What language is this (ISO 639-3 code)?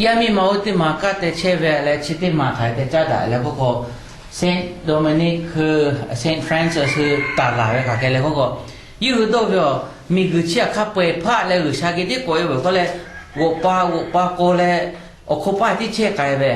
lhu